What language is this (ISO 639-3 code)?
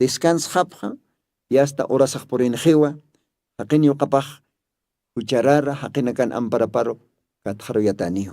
aym